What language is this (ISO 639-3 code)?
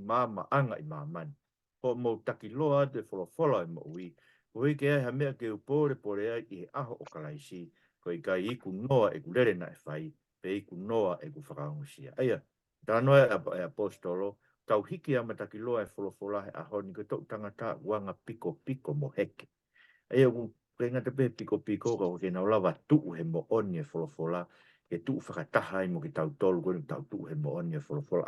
ton